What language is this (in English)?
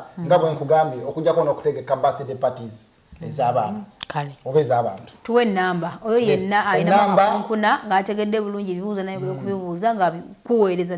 Ganda